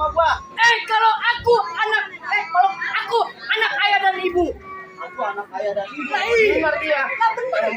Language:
Betawi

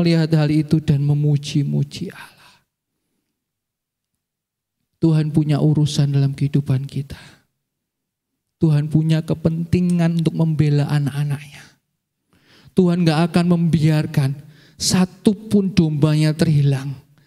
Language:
Indonesian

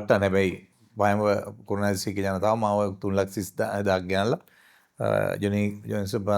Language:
Sinhala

